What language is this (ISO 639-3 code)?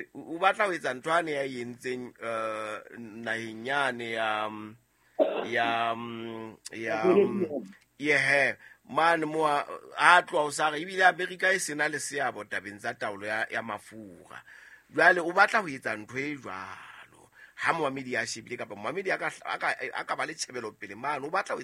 sot